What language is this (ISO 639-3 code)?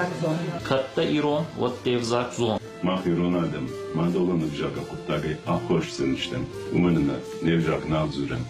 oss